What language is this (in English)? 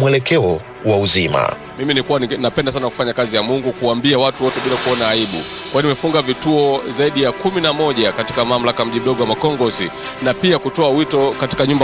Swahili